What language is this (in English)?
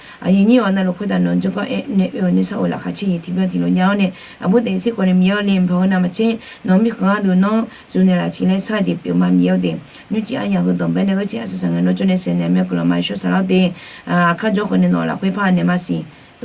Akha